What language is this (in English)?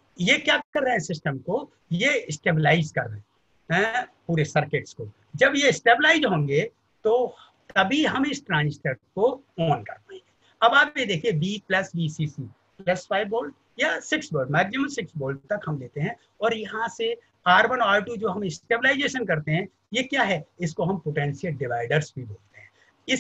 Hindi